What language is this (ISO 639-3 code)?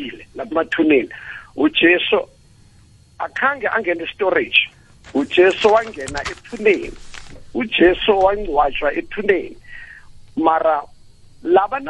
nbl